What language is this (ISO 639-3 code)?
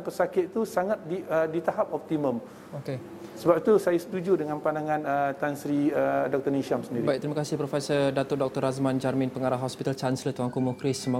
msa